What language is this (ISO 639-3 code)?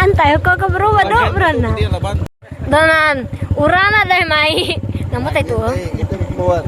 iba